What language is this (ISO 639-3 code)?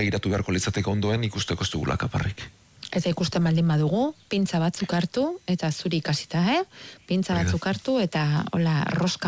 eus